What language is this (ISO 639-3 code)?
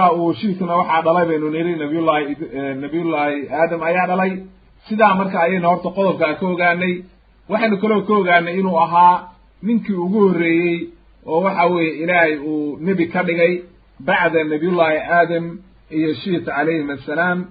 som